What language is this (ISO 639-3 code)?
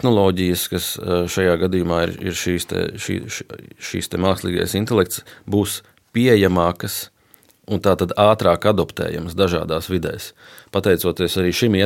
lav